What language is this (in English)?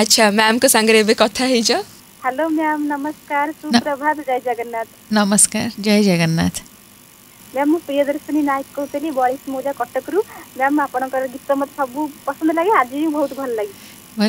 Odia